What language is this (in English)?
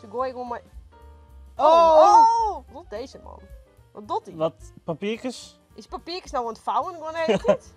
Western Frisian